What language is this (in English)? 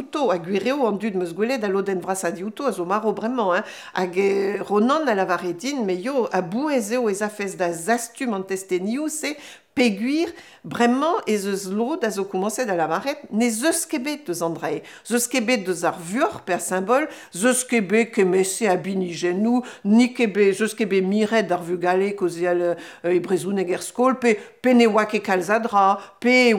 Breton